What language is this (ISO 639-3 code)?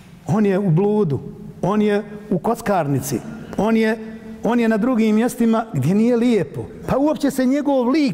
bos